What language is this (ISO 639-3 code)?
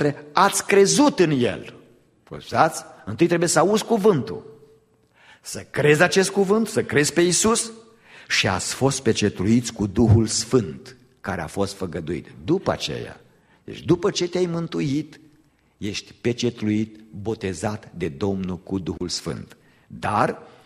ron